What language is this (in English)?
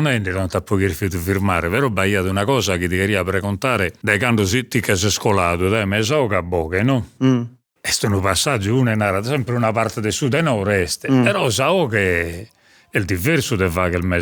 Sardinian